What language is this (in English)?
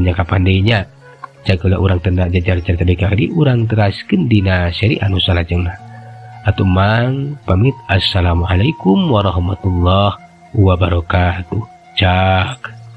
Sundanese